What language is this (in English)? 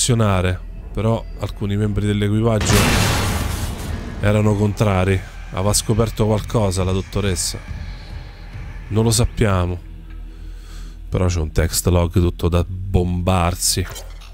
Italian